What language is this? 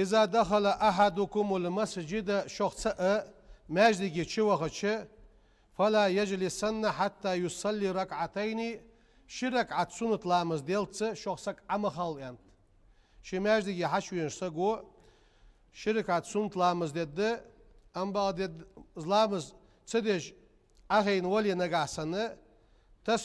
Ingush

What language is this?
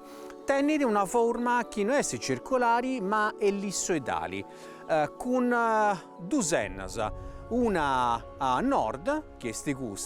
Sardinian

